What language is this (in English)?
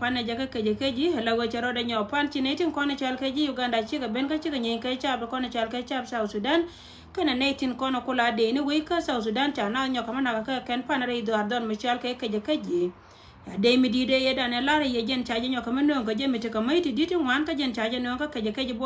Nuer